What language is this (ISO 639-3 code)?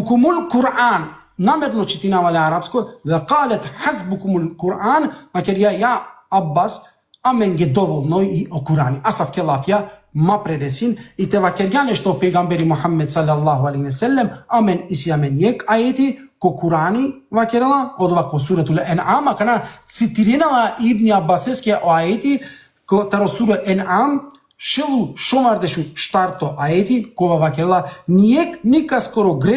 rmn